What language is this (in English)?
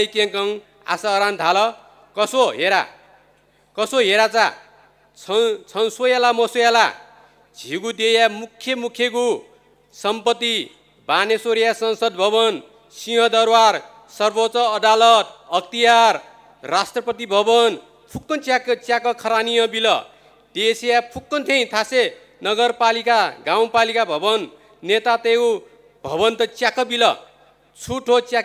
Newari